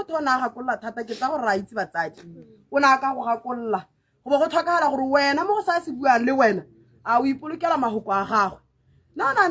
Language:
Tswana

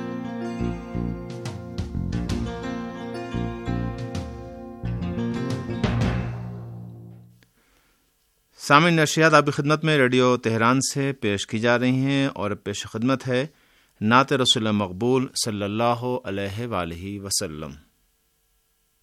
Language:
Urdu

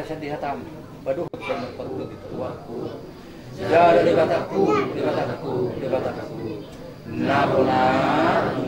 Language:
Batak Toba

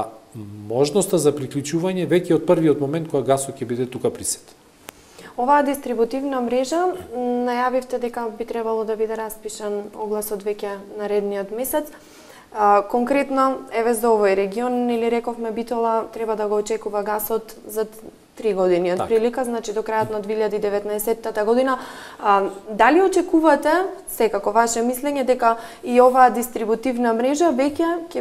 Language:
Macedonian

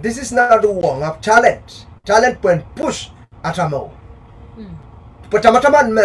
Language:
Pohnpeian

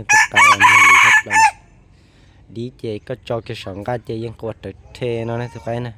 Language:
Hmong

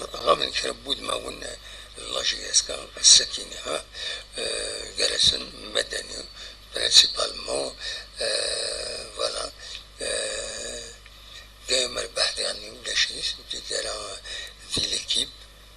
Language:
Kabyle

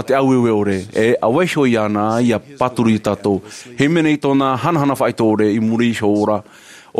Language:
Tahitian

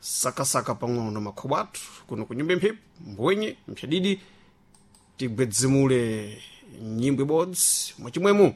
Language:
Sena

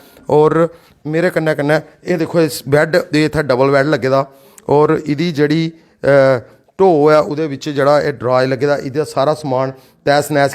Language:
Dogri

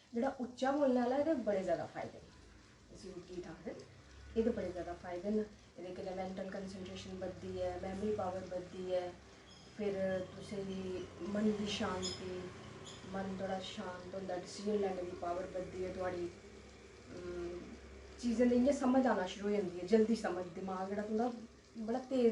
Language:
Dogri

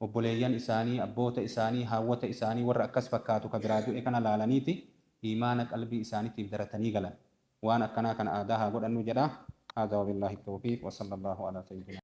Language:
Oromo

